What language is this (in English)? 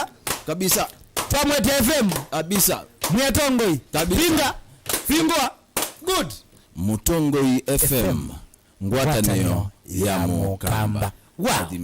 Kamba